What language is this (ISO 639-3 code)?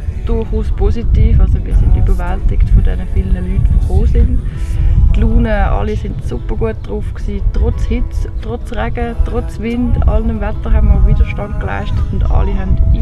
gsw